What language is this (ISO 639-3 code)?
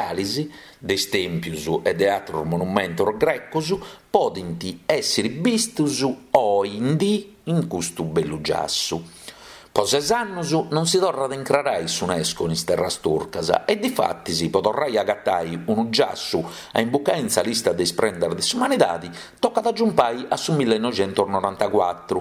srd